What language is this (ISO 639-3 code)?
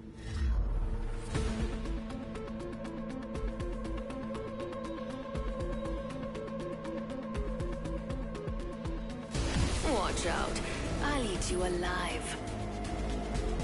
eng